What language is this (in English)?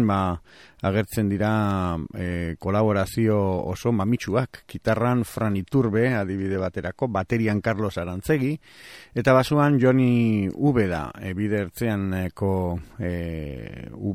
Basque